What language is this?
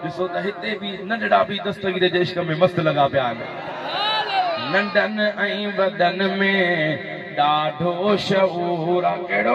Sindhi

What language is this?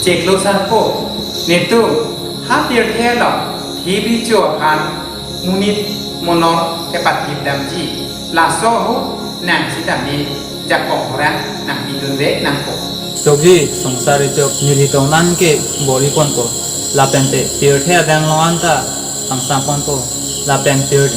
Karbi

